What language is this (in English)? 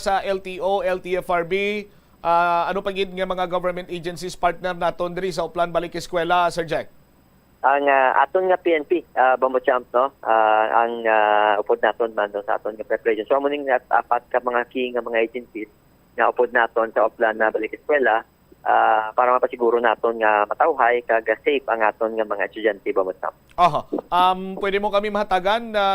Hiligaynon